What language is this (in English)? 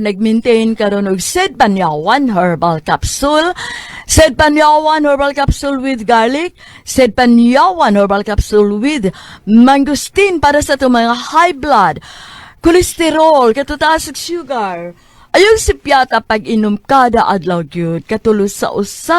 Cebuano